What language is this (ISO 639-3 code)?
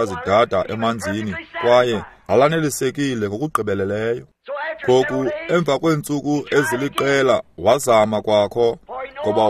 xho